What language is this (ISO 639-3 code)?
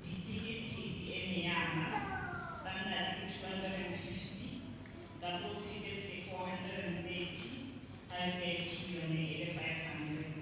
tsn